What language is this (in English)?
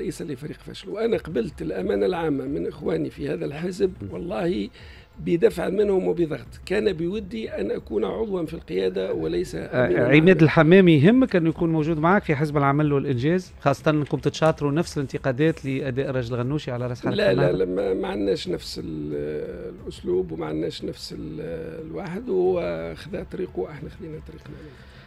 Tunisian Arabic